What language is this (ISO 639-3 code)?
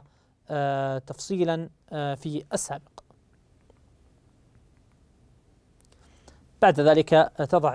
ara